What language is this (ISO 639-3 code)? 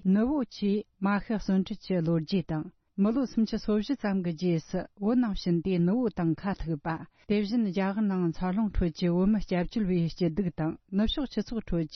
bod